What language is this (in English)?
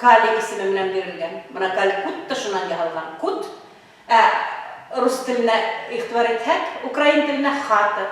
Bashkir